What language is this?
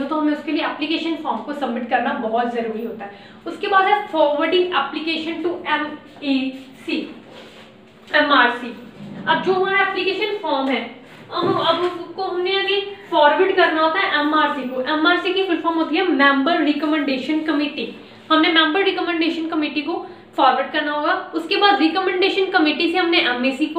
Hindi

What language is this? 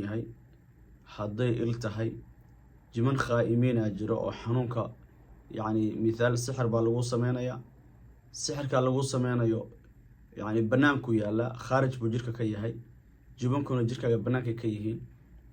Somali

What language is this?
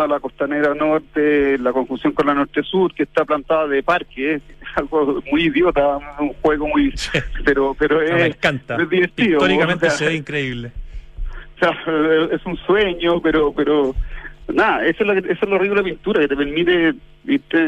Spanish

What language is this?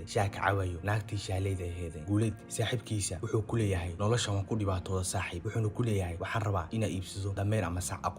Somali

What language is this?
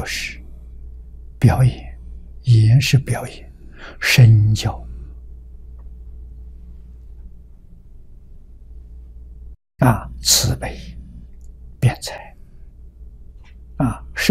Chinese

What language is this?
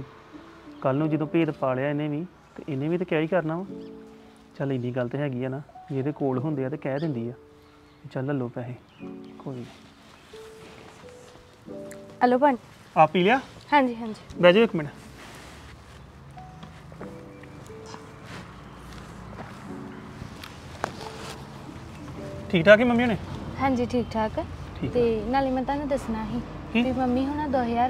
Punjabi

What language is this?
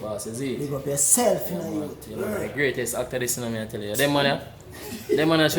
Jamaican Creole English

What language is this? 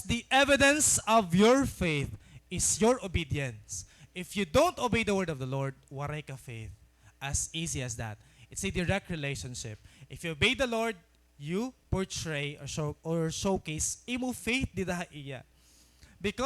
Waray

